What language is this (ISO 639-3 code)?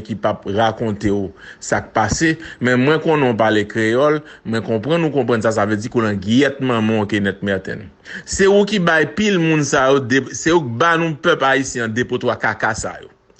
hat